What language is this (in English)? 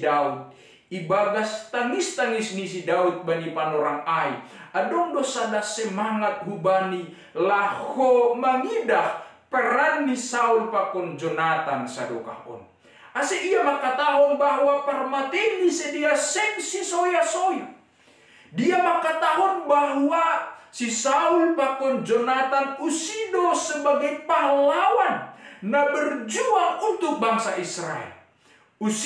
Batak Simalungun